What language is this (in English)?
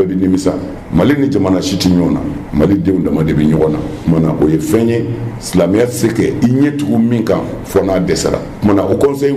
Bambara